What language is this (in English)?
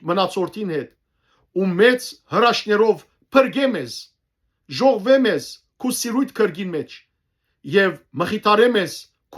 Western Armenian